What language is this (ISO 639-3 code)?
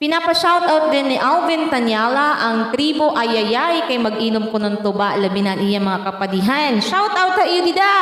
war